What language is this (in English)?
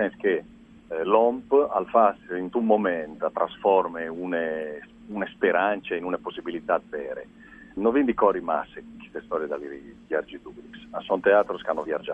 Friulian